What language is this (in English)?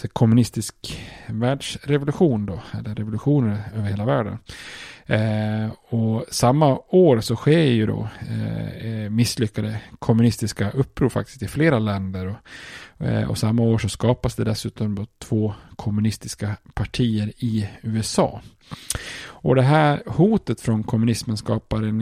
Swedish